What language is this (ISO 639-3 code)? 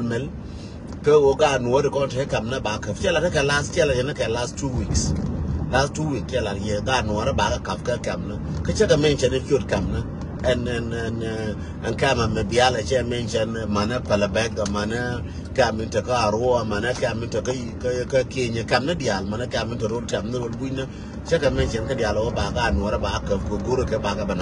nus